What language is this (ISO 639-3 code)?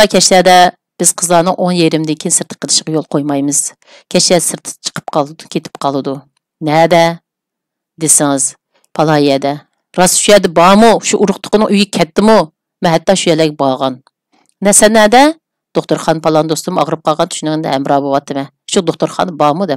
uig